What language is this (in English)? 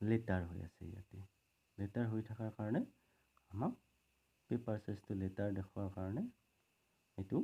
Assamese